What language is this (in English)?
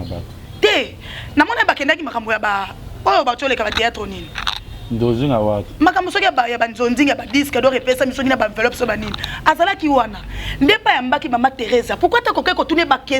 Lingala